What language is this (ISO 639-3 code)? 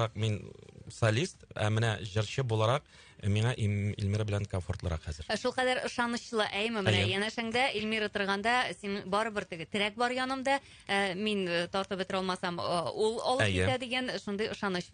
tat